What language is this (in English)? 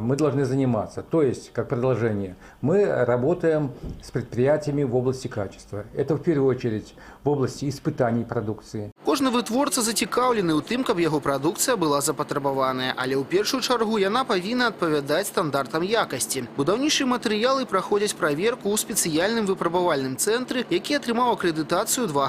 Belarusian